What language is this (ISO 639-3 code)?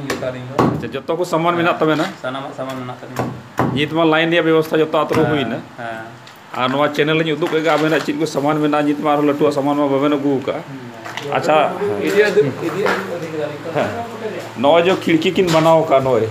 sat